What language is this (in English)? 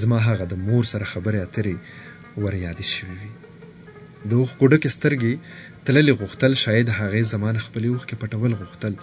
Pashto